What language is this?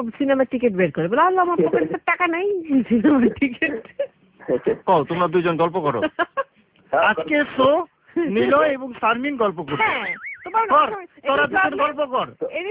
Bangla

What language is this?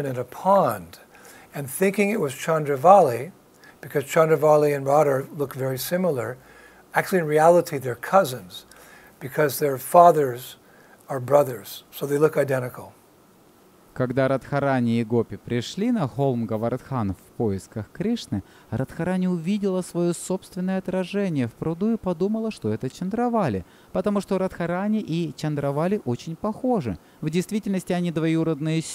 Russian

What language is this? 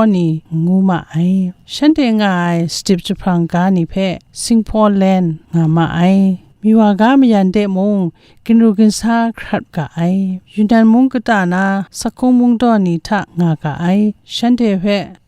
Kachin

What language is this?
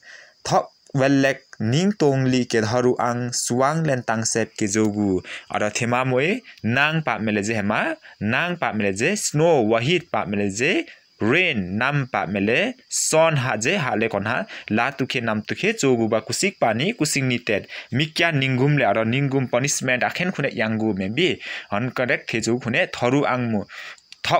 Limbu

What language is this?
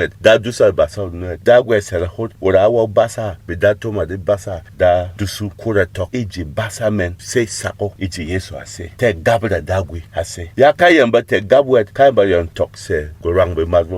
Berom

